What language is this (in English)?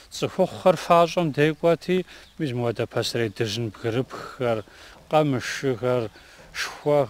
Kabardian